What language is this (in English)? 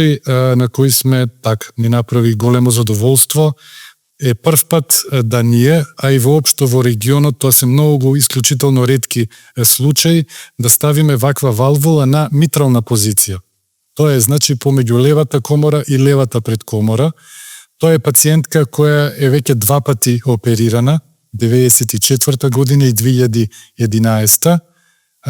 Macedonian